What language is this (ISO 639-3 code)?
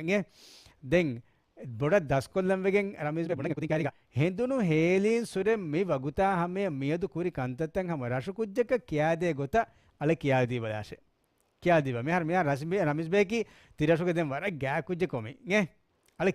div